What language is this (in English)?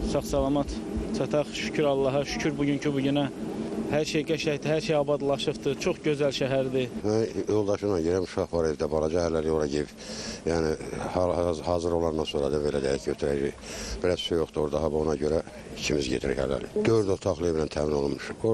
Azerbaijani